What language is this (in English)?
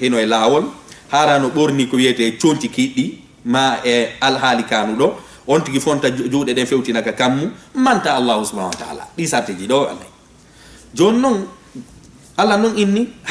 Fula